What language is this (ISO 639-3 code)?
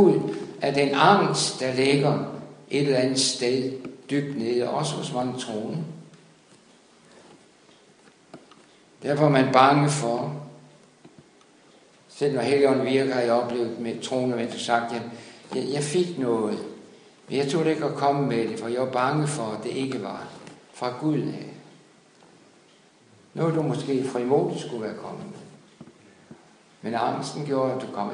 dan